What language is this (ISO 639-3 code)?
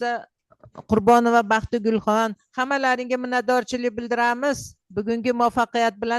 uzb